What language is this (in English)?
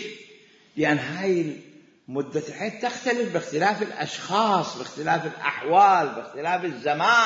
Mesopotamian Arabic